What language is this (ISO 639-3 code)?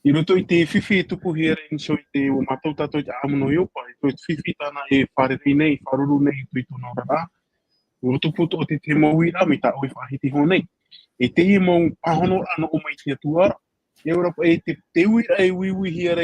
tah